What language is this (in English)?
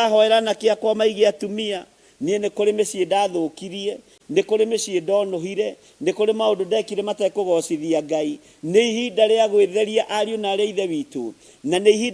Kikuyu